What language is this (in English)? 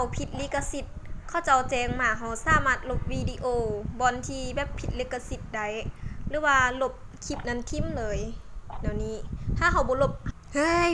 Lao